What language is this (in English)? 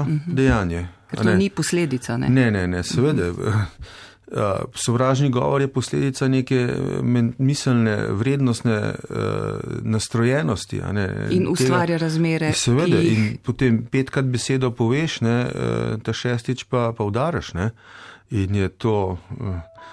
Slovenian